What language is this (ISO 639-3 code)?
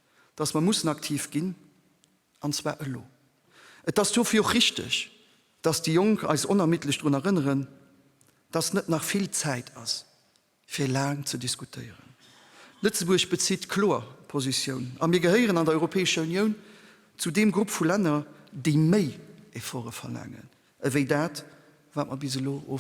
ltz